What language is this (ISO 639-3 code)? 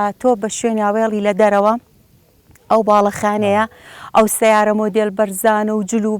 ckb